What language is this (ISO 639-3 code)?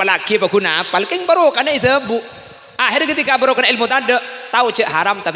mad